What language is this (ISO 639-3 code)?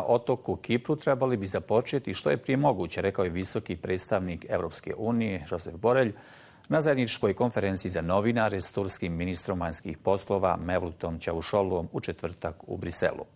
bos